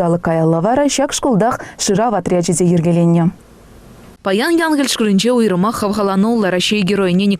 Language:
Chuvash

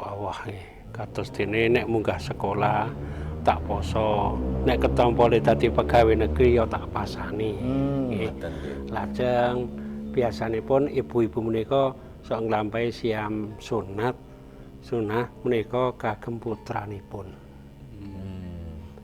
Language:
Javanese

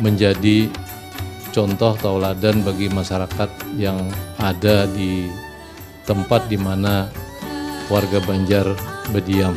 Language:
Banjar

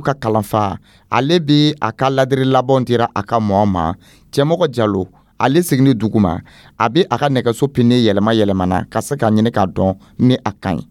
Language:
Dyula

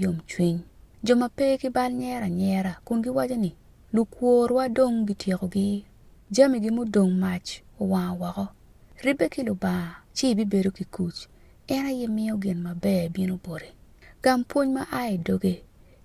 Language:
Acoli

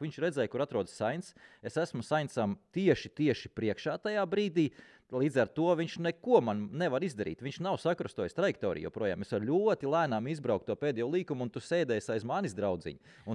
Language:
Latvian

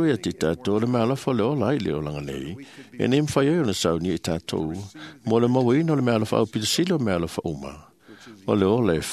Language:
Samoan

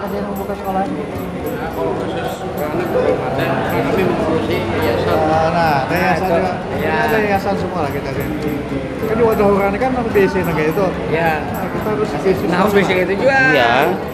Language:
Banjar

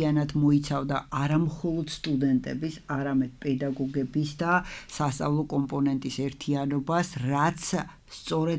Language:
Georgian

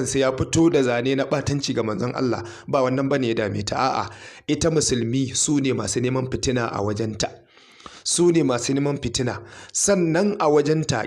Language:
Hausa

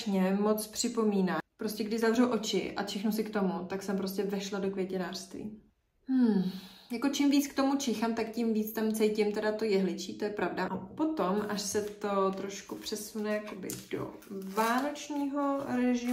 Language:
Czech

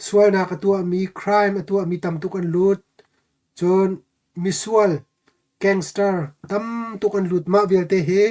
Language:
Hakha Chin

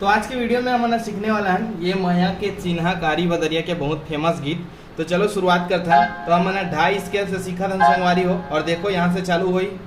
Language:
Chhattisgarhi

